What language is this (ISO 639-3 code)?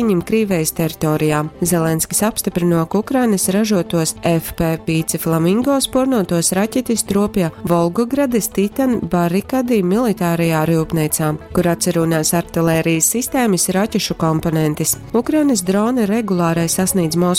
ltg